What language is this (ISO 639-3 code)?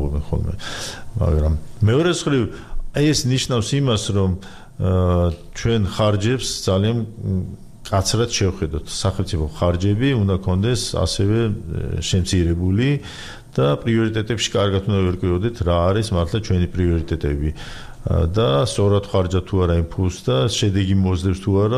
kat